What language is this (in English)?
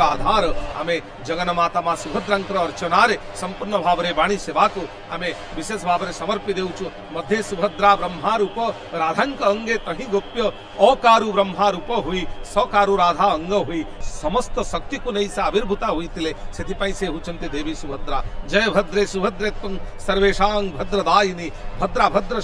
Odia